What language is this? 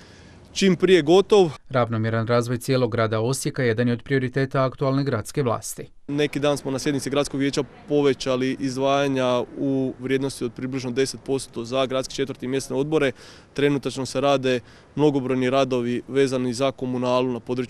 Croatian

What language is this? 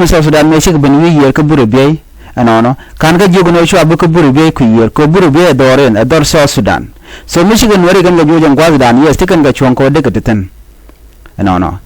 Nuer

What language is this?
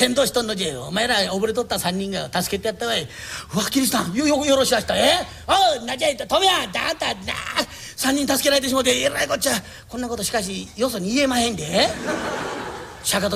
Japanese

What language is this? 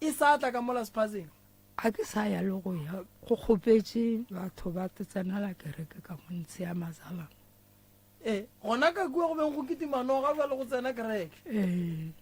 Northern Sotho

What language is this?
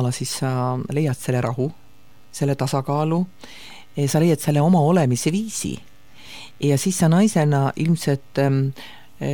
Estonian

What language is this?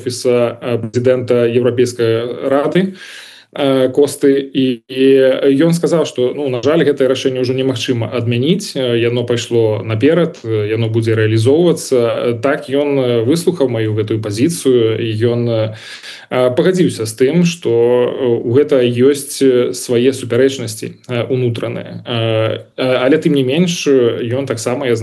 Belarusian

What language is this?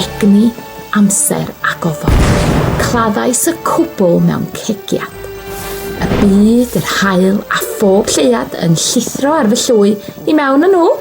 Welsh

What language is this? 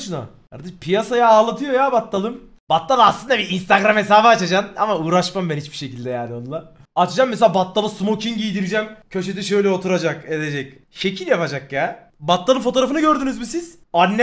Turkish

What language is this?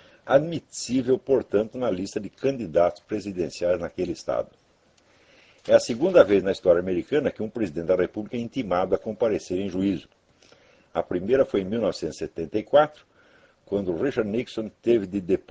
Portuguese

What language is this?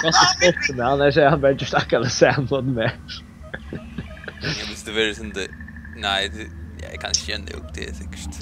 Faroese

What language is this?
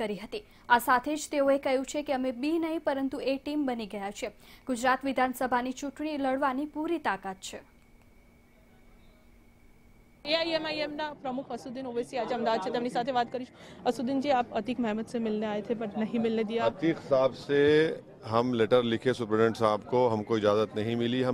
Gujarati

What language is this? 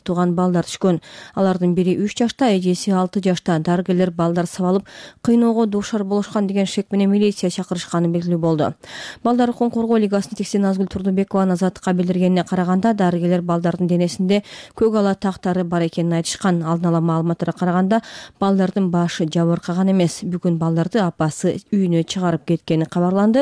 Kyrgyz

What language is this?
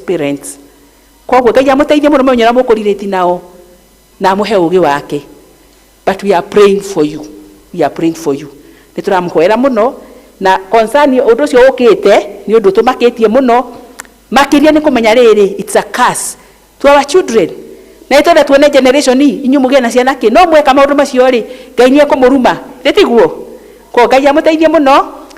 Kikuyu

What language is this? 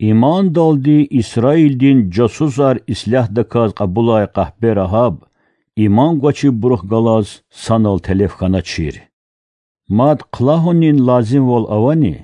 Lezghian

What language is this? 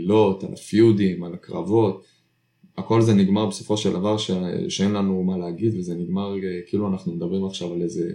Hebrew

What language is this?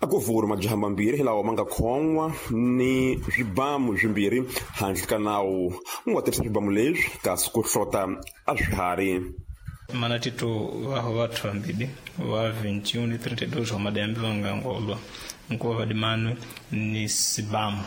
Tsonga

